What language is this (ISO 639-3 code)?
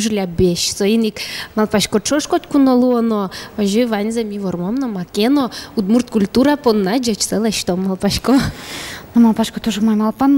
udm